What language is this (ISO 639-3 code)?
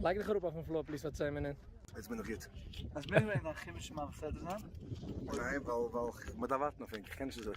yid